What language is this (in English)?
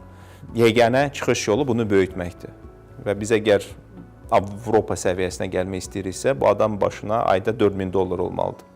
Azerbaijani